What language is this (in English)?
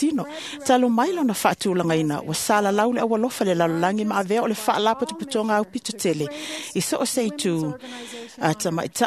Samoan